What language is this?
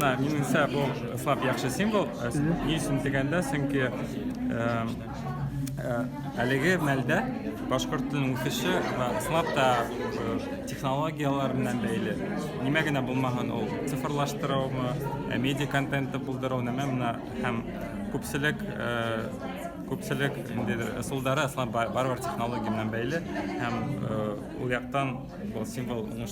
Bashkir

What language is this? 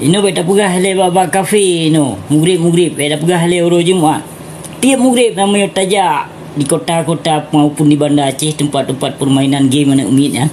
Achinese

